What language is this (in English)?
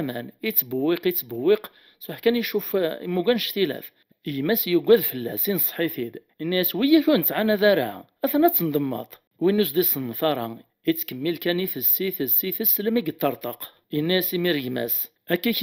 Kabyle